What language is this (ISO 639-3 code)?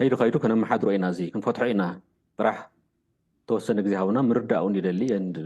tir